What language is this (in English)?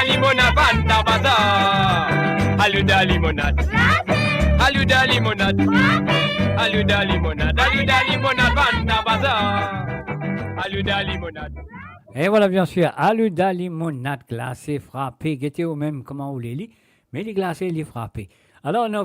Morisyen